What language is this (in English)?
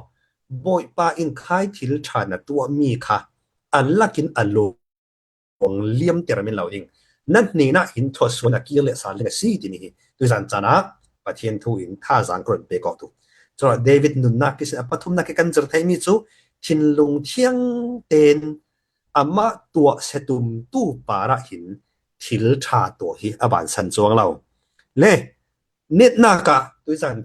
Falam Chin